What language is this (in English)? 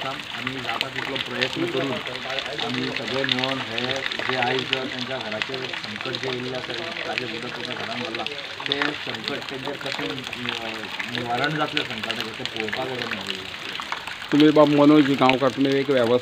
Konkani